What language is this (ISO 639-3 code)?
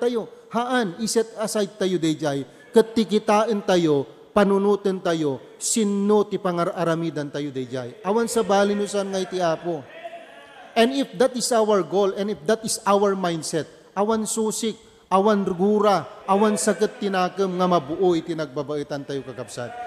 ilo